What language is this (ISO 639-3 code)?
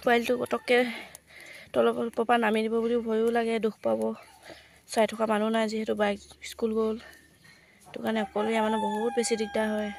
asm